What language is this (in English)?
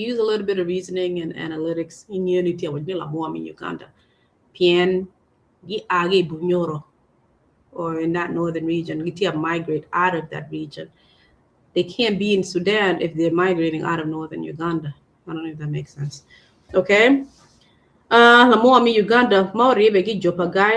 Acoli